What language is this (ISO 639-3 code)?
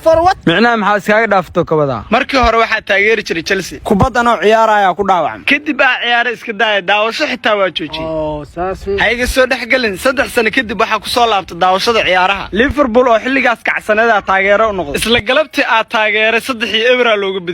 som